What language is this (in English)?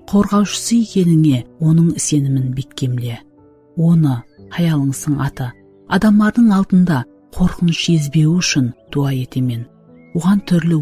Kara-Kalpak